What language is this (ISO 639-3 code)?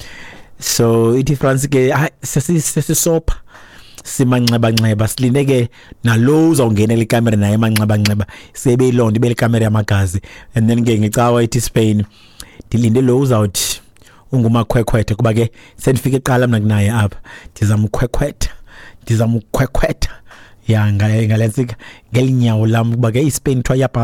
xho